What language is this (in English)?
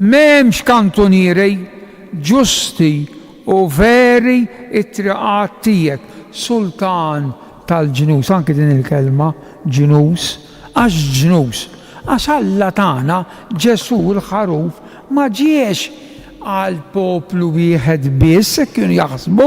Maltese